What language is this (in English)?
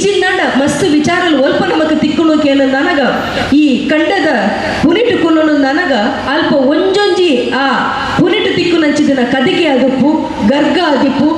Tulu